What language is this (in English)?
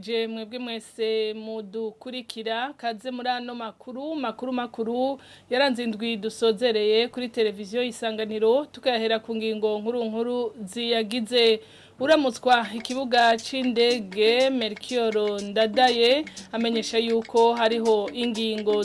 Rundi